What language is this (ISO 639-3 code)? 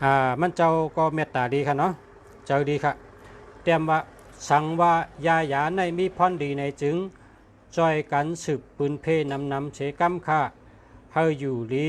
shn